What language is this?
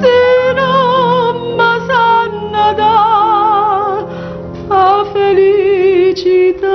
Neapolitan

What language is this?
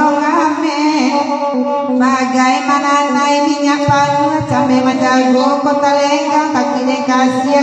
Minangkabau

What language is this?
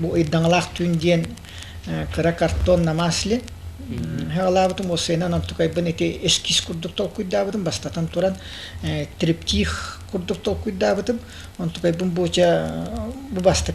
Yakut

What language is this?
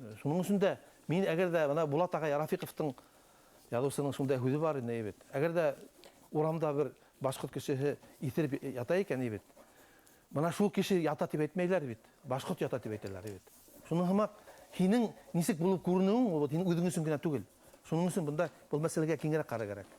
Bashkir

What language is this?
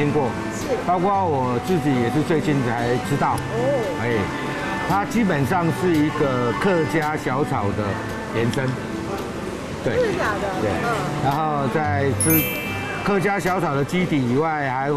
Chinese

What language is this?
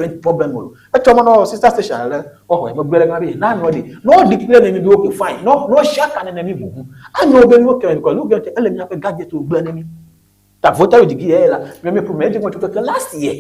Ewe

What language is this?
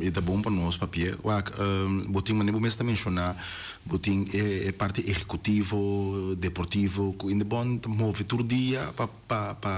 Papiamento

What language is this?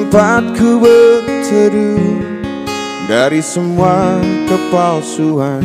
Makassar Malay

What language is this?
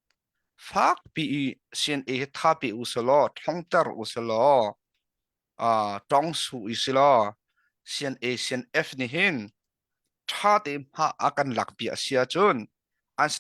Hakha Chin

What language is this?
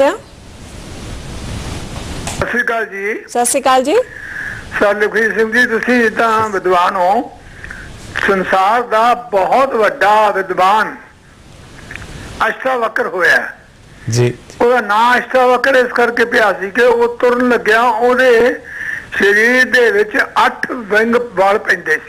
Punjabi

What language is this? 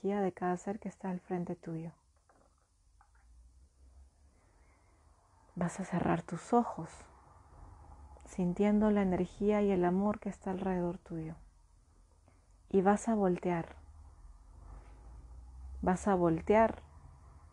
Spanish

